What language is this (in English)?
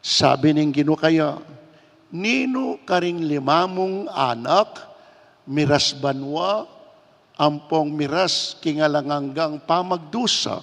Pampanga